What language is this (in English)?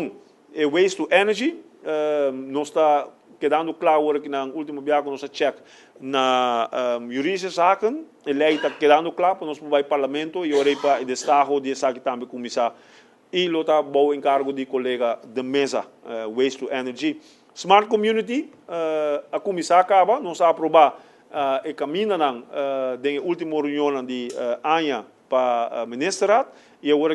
Papiamento